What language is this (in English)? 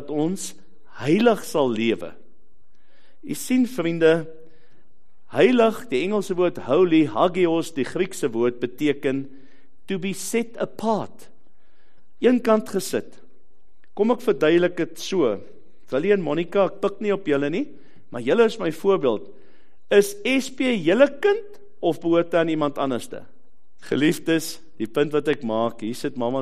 Afrikaans